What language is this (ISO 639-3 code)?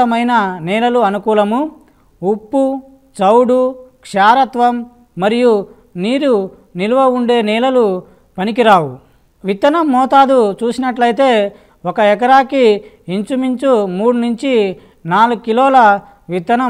tel